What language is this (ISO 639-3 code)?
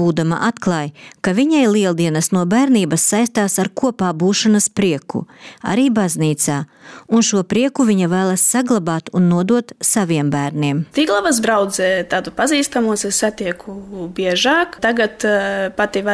lav